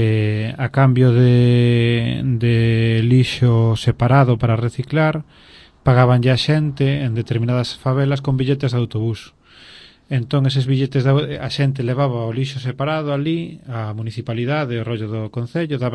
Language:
Galician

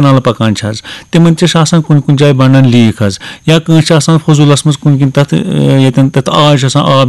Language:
Kashmiri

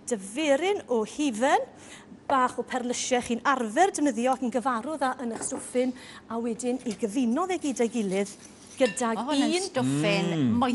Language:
Welsh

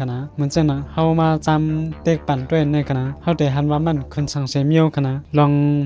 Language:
Shan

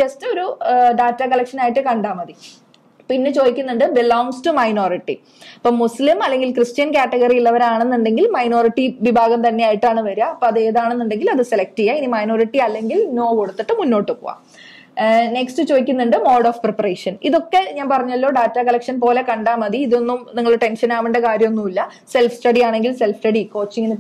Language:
Malayalam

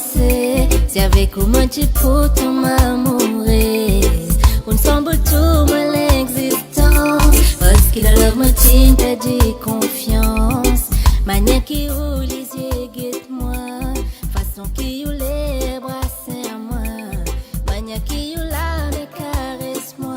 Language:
Morisyen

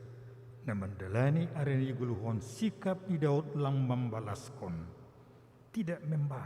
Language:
Batak Simalungun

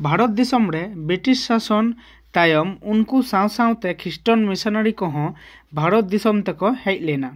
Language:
Santali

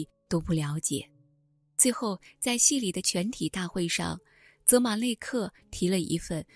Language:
Chinese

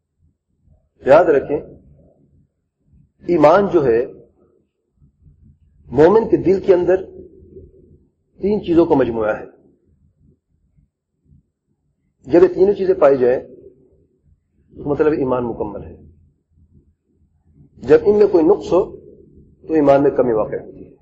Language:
Urdu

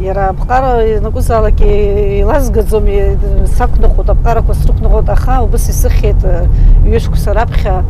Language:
Abkhazian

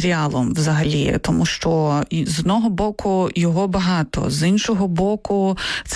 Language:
Ukrainian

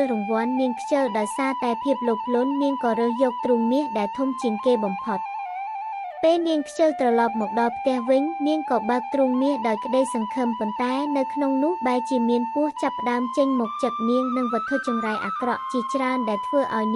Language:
Khmer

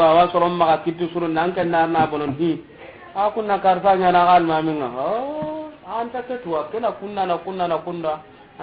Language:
Soninke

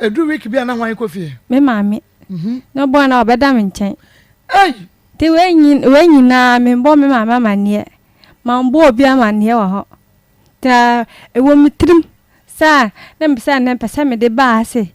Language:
Akan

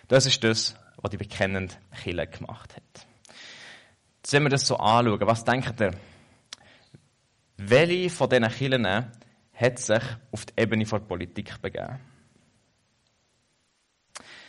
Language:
German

